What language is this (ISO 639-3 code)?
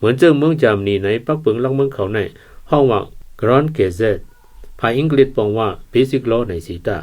shn